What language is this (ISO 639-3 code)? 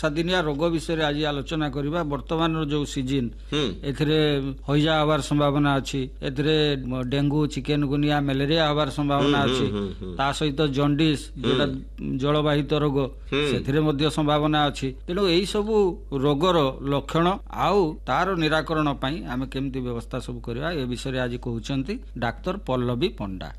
ori